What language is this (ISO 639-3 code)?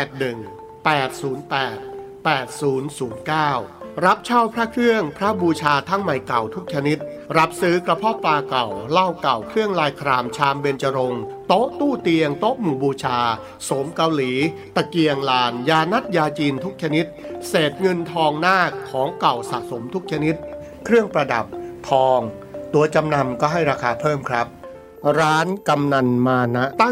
tha